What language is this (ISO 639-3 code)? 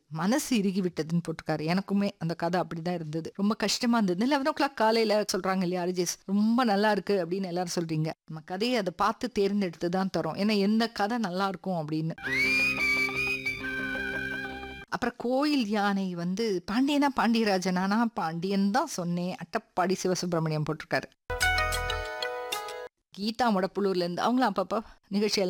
tam